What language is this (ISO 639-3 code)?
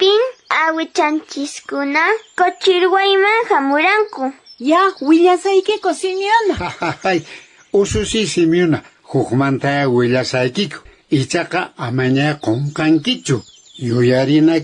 que